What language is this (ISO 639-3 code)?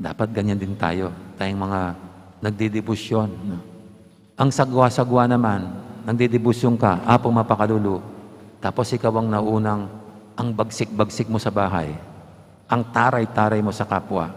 pam